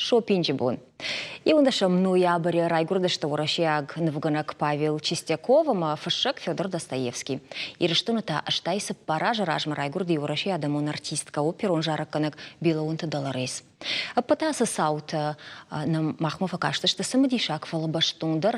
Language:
Ossetic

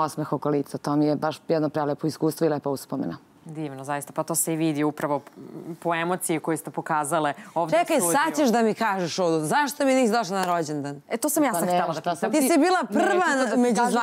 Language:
Serbian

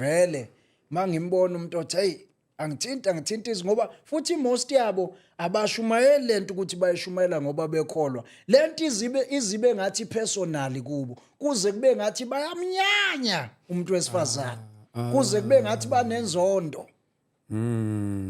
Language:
Zulu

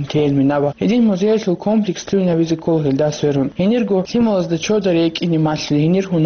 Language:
Avaric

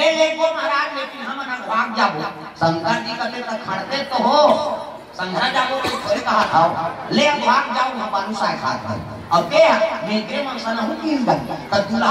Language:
Chhattisgarhi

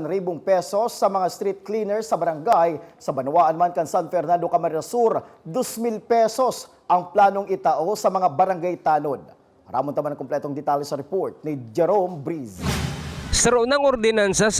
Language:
Bikol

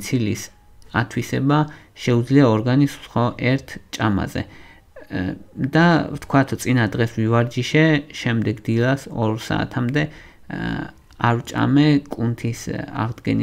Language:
Georgian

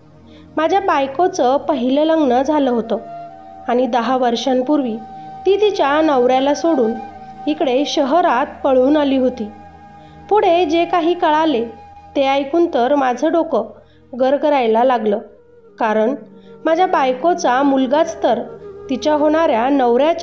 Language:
Marathi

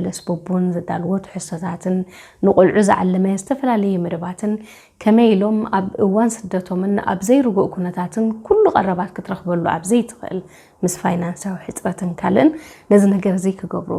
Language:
Tigrinya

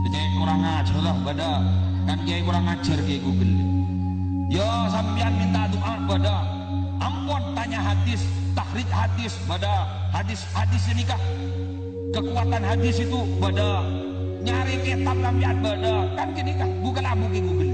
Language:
Madurese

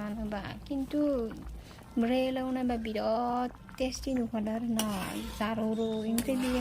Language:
Bodo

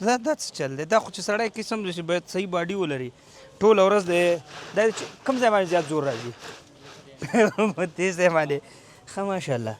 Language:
Pashto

